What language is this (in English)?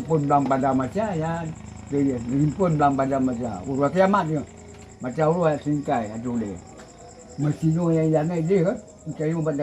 Achinese